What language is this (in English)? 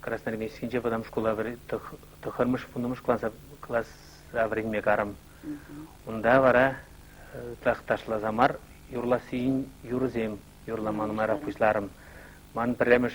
Chuvash